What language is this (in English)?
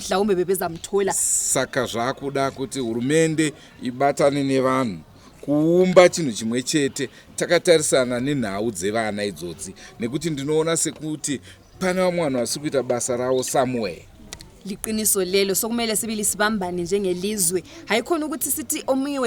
Shona